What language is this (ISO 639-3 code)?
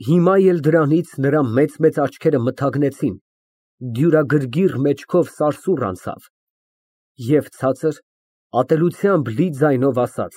hye